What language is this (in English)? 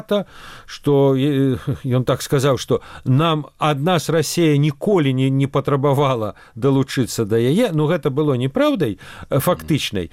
Belarusian